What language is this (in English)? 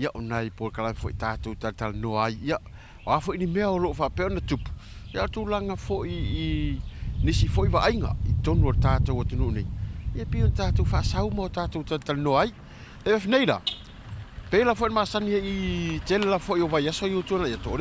Samoan